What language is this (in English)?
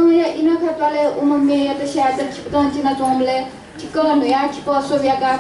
Newari